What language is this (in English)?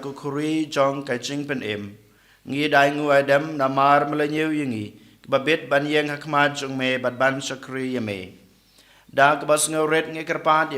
Khasi